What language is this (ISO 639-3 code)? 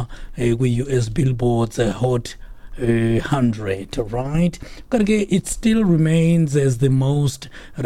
xho